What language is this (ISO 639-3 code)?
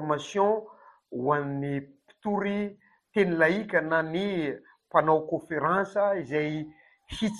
mlg